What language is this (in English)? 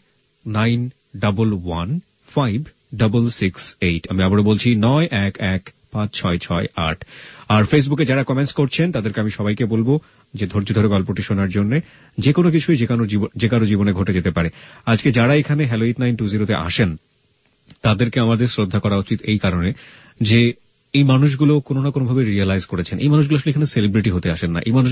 Bangla